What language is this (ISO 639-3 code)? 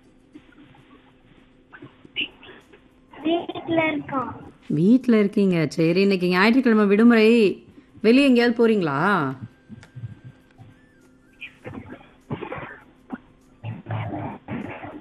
tam